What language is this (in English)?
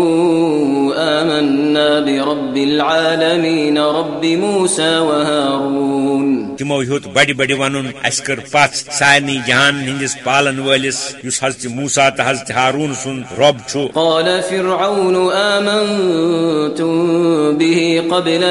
Kashmiri